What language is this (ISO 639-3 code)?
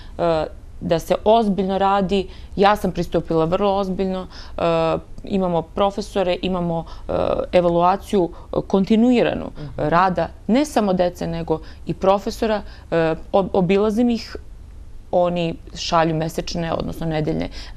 srp